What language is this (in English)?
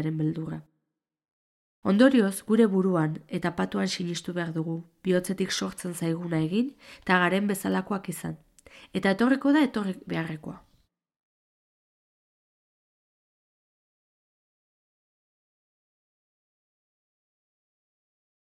Basque